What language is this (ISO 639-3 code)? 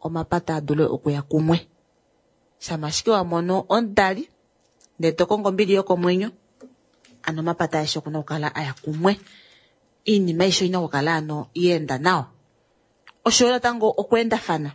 kua